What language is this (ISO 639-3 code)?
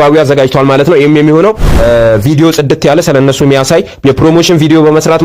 amh